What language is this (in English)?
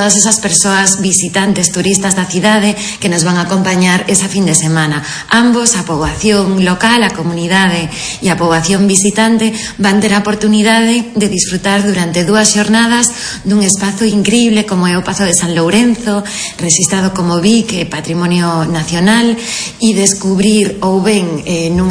Galician